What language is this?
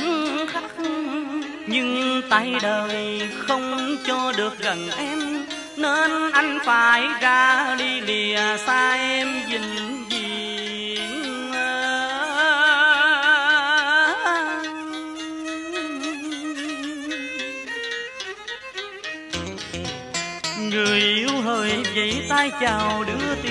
Vietnamese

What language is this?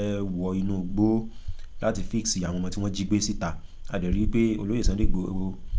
Yoruba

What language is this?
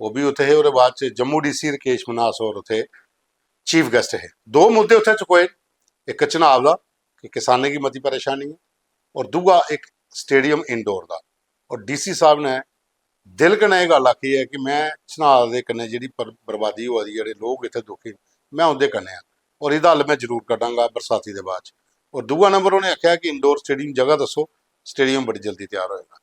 Dogri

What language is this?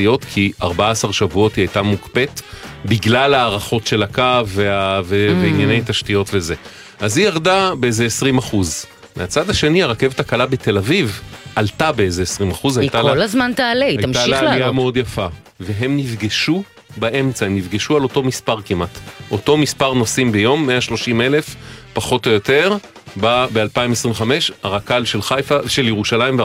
Hebrew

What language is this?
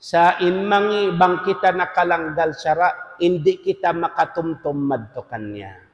Tausug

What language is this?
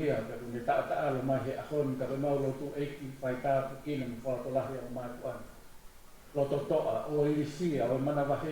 Tongan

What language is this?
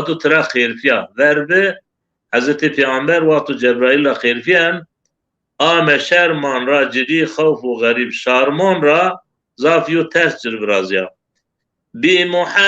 Zaza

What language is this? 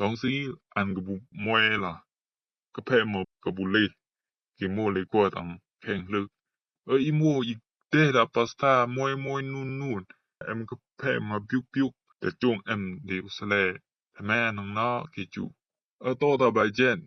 Rumai Palaung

